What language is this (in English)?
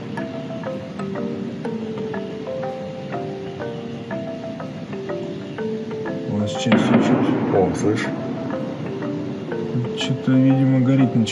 Russian